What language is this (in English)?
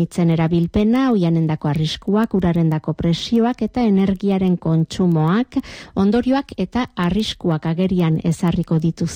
Basque